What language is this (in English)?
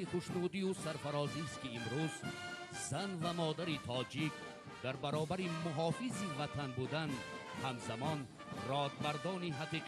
Tajik